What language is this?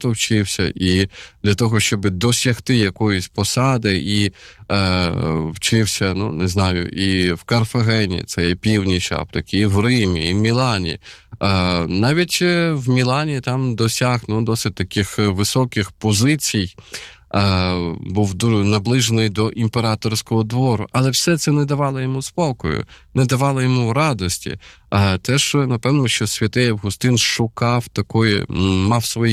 Ukrainian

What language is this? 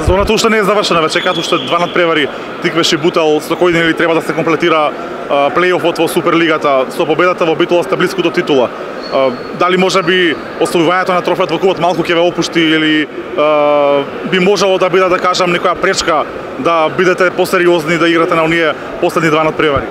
Macedonian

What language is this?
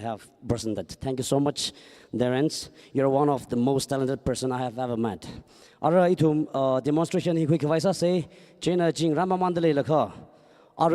Tangkhul Naga (India)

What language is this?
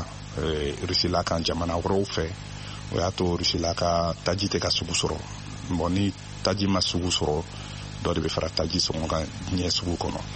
Bambara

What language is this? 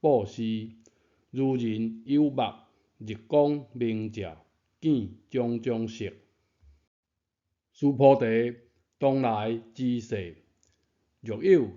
Min Nan Chinese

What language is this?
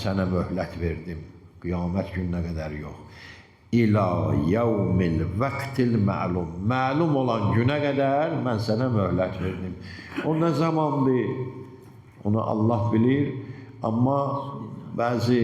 Azerbaijani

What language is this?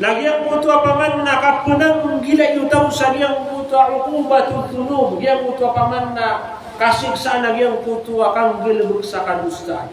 Maranao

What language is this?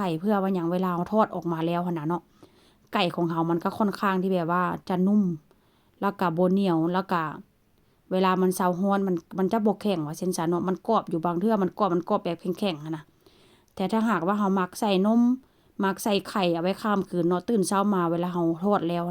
Northeastern Thai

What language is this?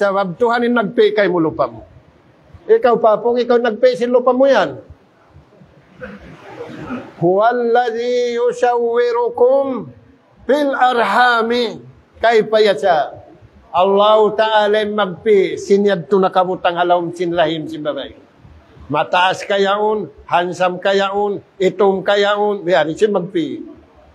Tausug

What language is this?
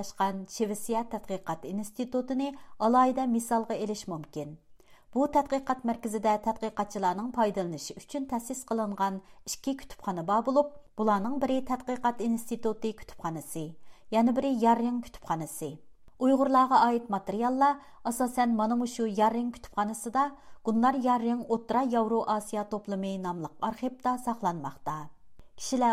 Uyghur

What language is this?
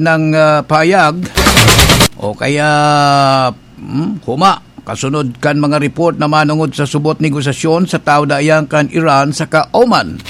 Bikol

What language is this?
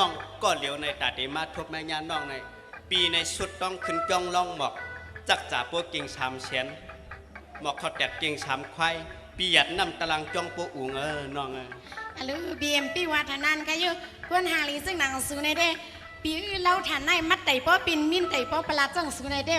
Shan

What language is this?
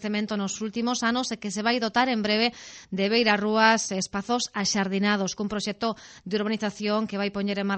Galician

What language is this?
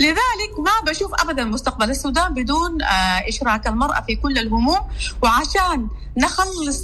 Sudanese Arabic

